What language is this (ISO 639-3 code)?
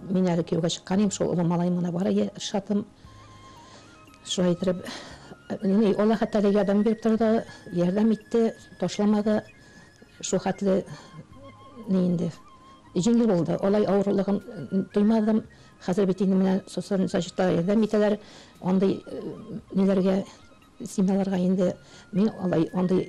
tat